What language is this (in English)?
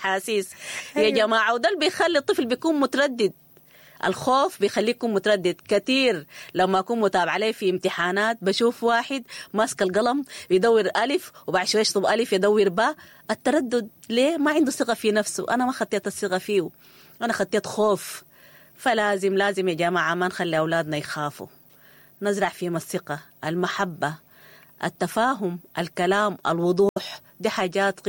Sudanese Arabic